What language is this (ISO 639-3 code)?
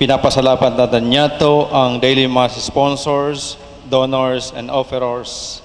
bik